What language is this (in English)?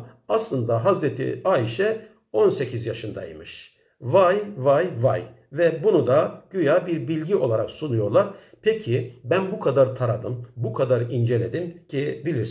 Turkish